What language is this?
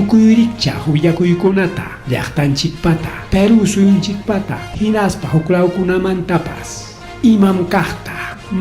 Ayacucho Quechua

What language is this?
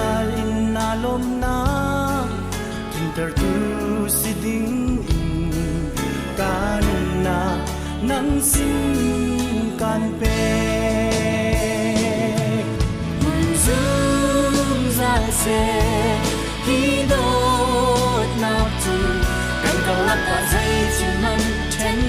Hakha Chin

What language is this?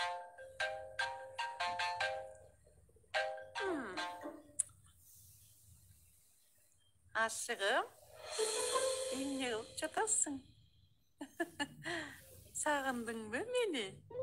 Kyrgyz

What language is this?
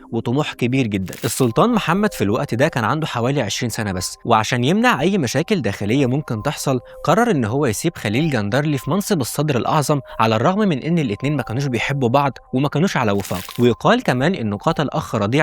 Egyptian Arabic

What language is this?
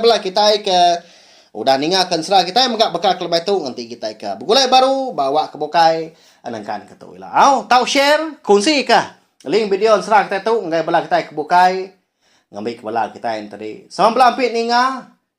Iban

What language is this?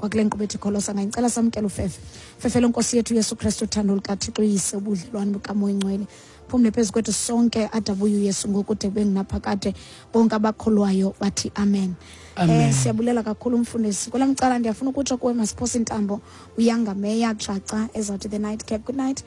Xhosa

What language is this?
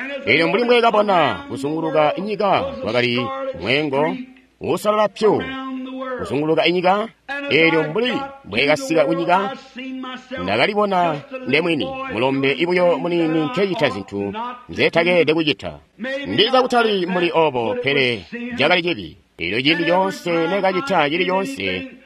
Tonga (Zambia)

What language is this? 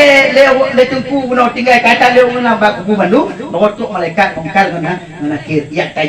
Achinese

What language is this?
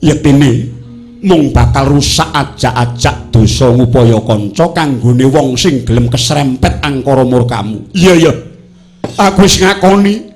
Javanese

